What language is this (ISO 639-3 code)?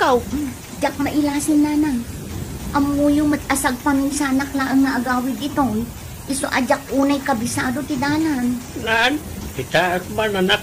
ilo